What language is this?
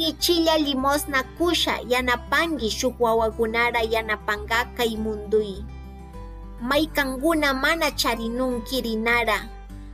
Chimborazo Highland Quichua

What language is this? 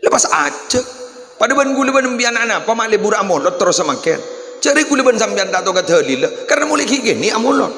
Madurese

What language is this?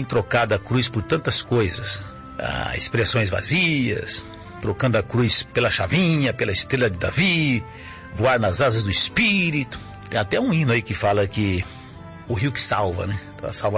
Portuguese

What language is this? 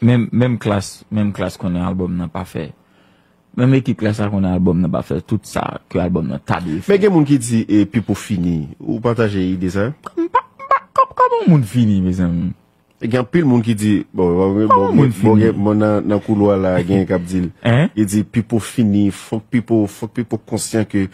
Haitian Creole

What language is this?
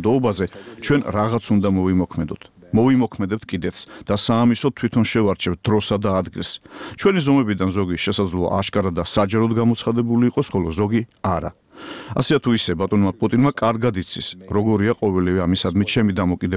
Georgian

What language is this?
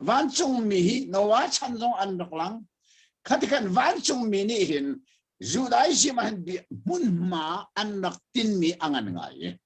Hakha Chin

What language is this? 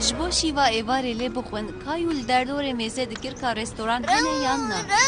Kurdish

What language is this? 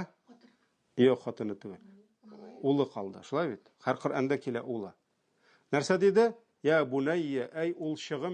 Tatar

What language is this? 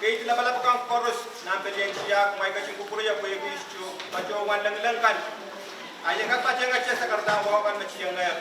Pohnpeian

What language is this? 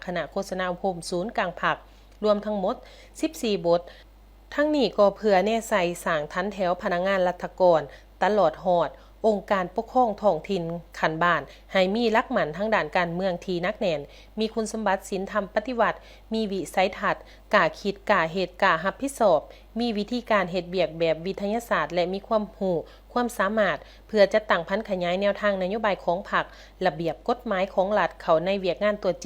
Lao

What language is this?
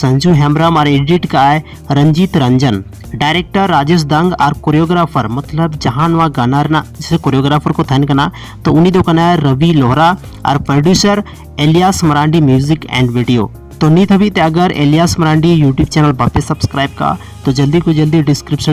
Santali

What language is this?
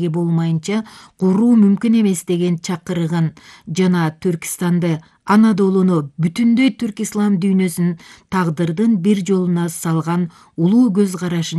Kyrgyz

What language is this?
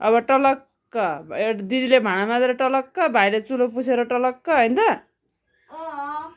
Nepali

